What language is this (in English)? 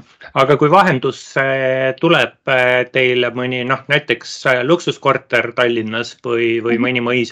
Estonian